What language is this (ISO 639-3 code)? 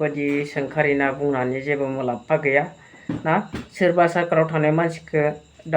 brx